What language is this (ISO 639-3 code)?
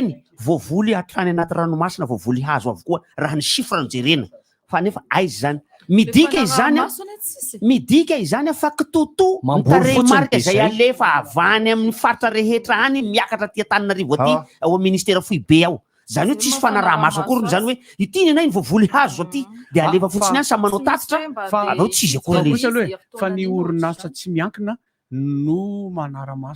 mlg